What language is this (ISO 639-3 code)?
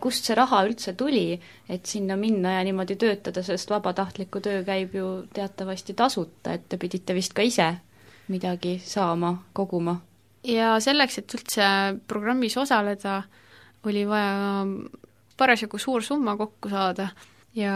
est